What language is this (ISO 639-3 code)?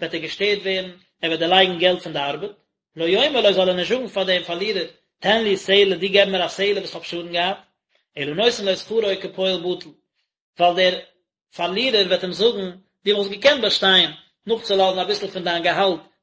yid